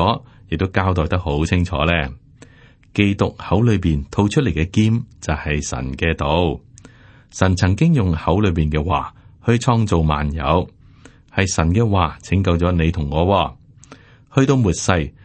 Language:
Cantonese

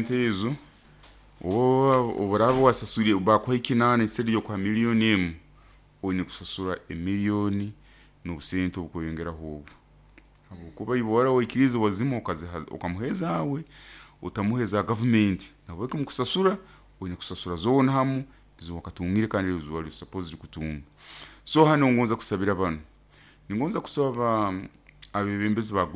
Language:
Nyoro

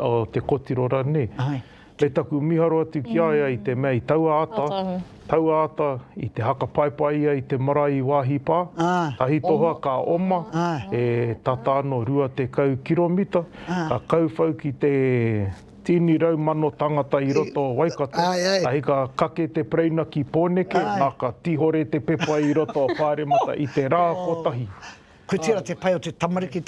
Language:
Māori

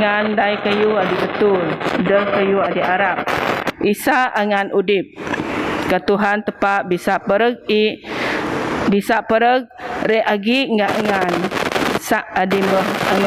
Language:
Biatah Bidayuh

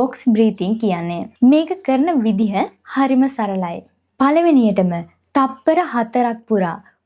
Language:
Sinhala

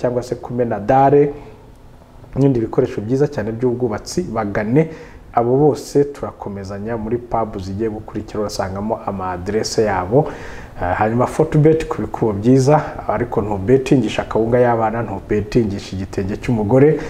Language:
Kinyarwanda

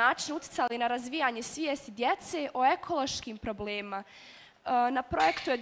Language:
Bosnian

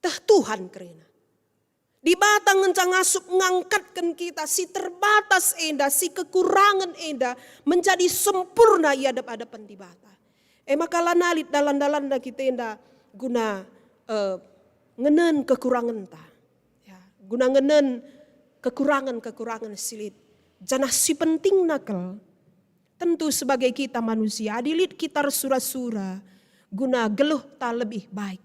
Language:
Batak Karo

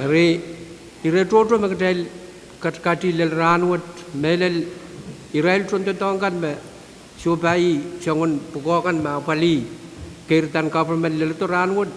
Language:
Pohnpeian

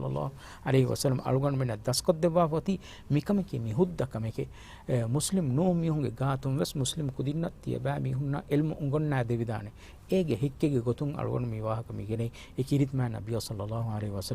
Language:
Divehi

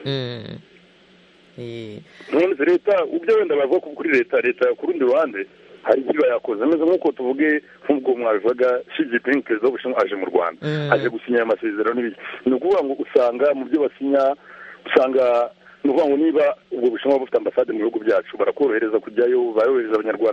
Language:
Kinyarwanda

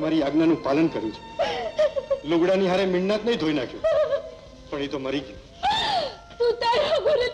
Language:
Gujarati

